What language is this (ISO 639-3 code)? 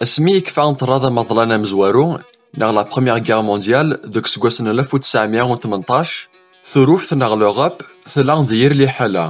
kab